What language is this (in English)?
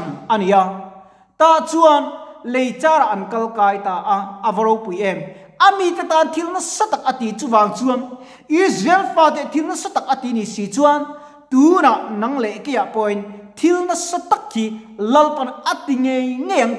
Mizo